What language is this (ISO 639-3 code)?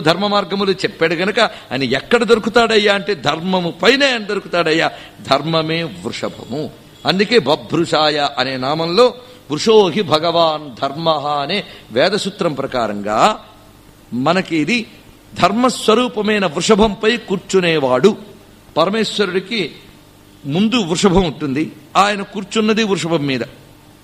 tel